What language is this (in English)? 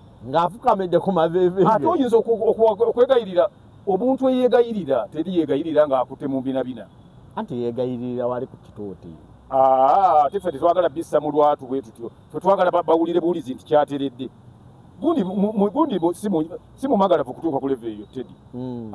Ganda